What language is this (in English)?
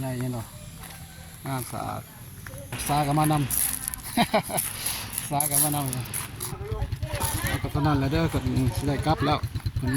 Lao